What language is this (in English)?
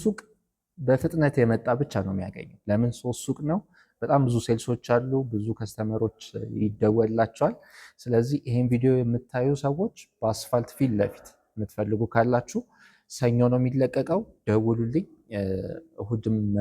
Amharic